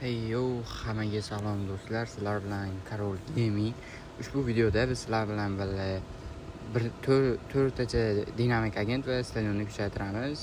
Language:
Uzbek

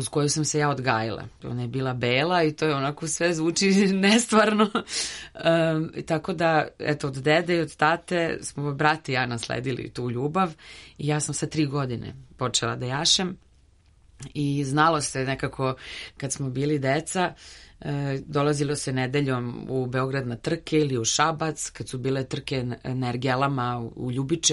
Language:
Serbian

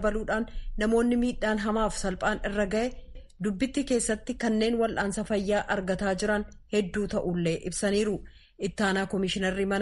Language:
Oromo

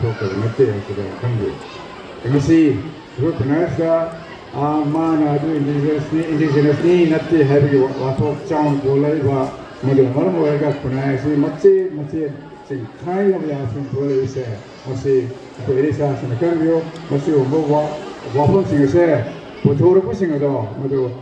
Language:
Manipuri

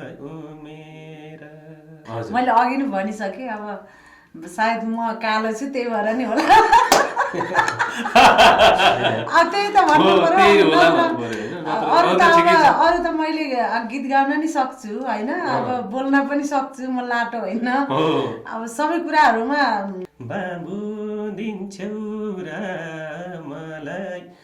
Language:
Nepali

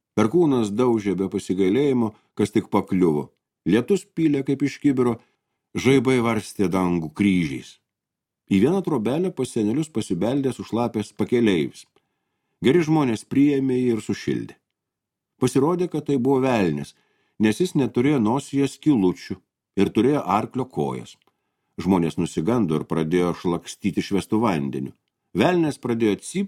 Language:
Lithuanian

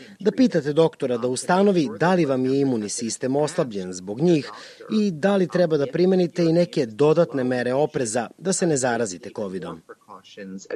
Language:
Serbian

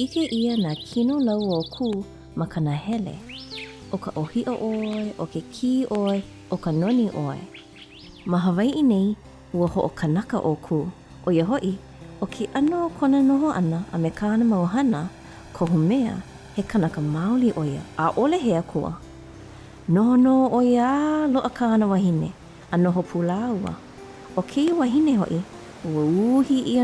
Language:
Hawaiian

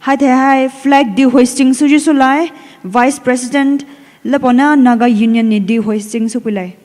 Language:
Poumei Naga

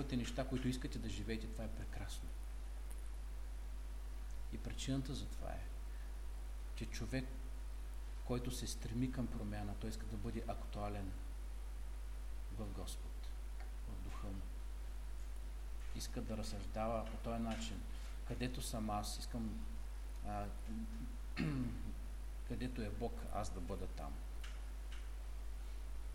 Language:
Bulgarian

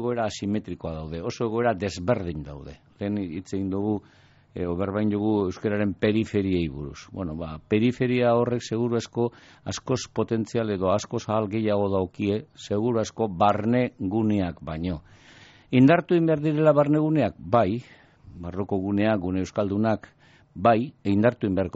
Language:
Basque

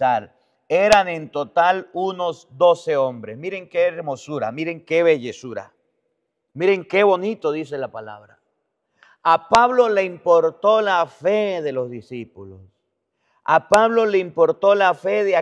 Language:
Spanish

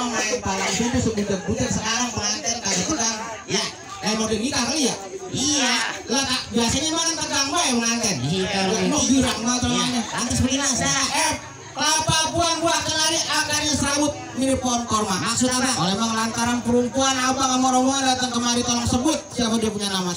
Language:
Betawi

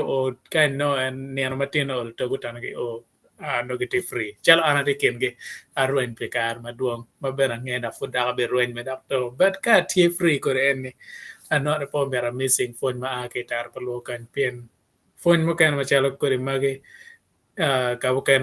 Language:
Acoli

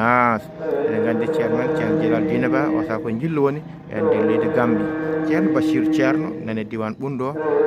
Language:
Fula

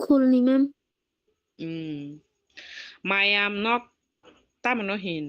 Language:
Kok Borok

